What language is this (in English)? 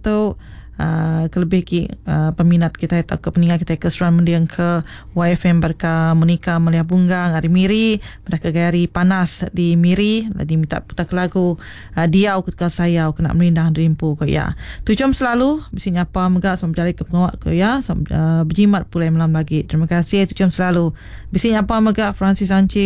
Iban